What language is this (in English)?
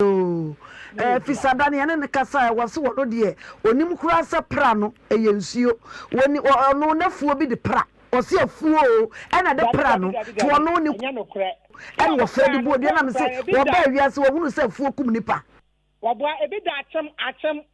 Akan